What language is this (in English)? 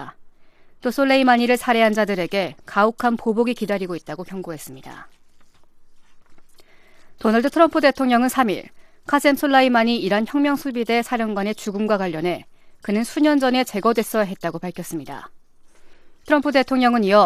Korean